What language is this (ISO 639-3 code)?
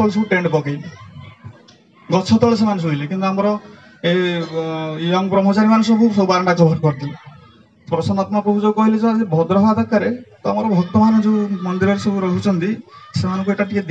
ori